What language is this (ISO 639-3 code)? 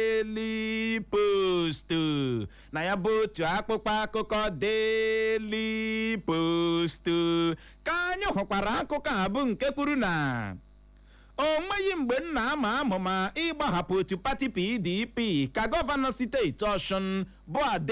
ibo